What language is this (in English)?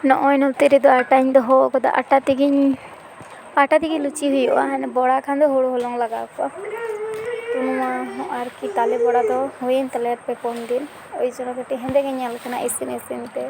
Santali